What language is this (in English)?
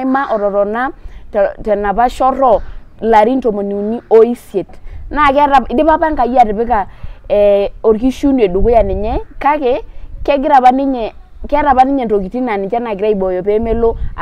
Masai